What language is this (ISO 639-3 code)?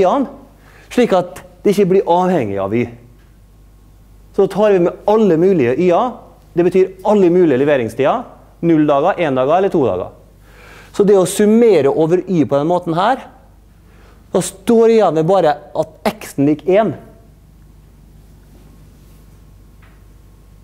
nor